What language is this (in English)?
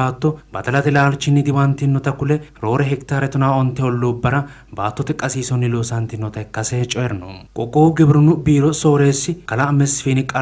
Sidamo